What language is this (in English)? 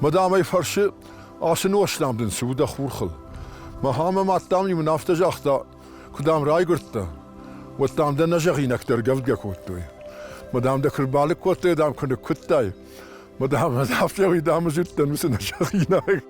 Ossetic